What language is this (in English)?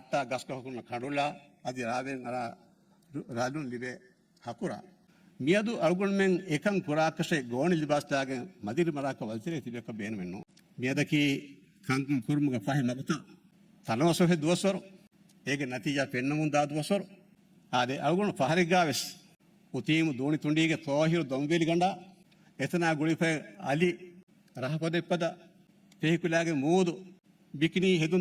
Divehi